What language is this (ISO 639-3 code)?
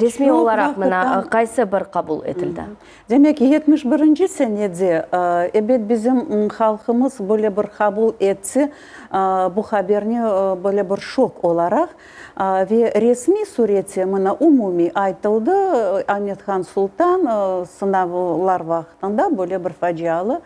crh